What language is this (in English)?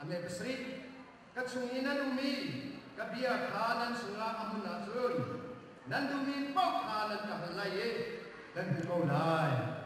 Hakha Chin